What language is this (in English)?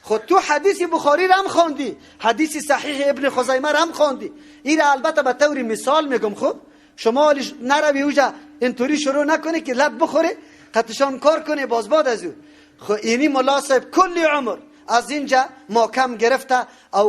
Persian